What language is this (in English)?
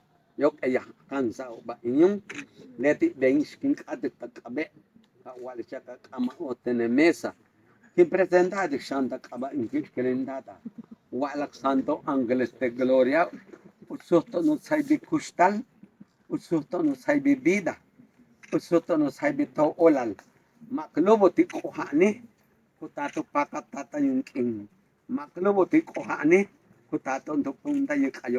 Yucateco